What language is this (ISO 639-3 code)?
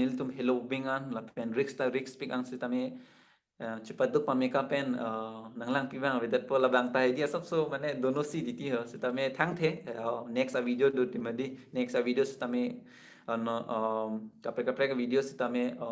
mjw